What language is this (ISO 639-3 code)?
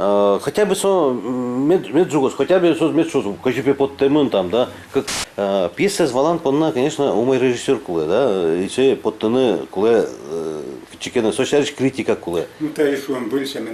udm